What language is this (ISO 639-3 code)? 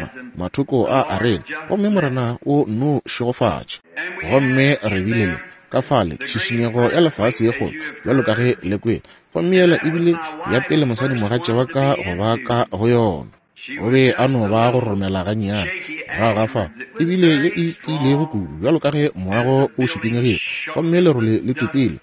nso